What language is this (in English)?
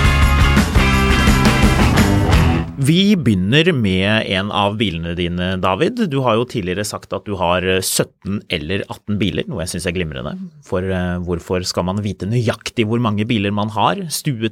Norwegian